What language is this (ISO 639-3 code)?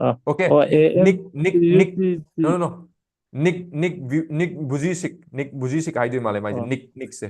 mni